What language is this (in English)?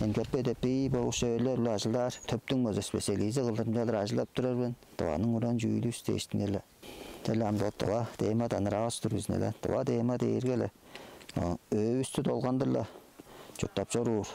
Tuvinian